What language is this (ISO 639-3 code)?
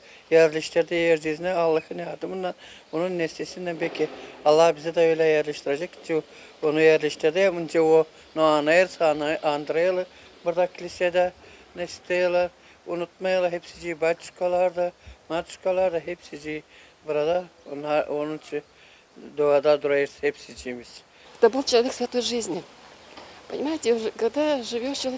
gag